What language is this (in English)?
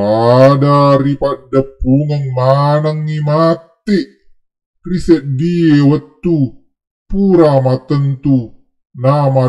Buginese